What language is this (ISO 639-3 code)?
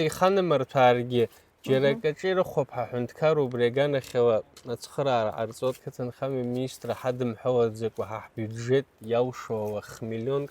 abk